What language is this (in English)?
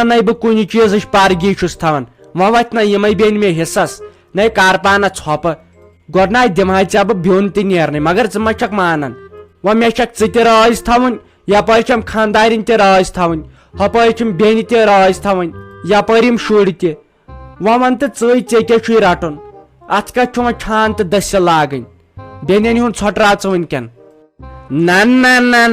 Kashmiri